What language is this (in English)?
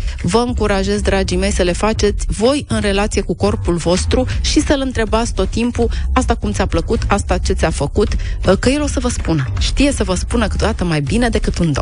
Romanian